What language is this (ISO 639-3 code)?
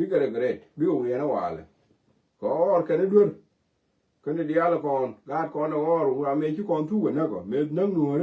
nus